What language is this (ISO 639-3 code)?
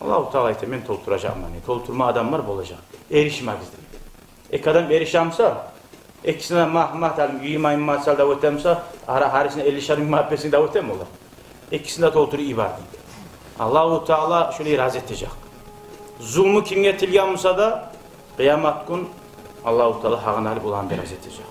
kum